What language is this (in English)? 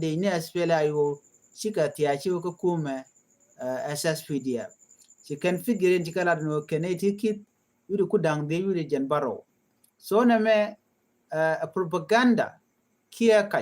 Nuer